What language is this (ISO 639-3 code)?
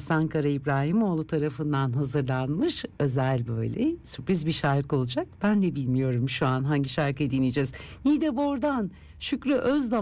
tur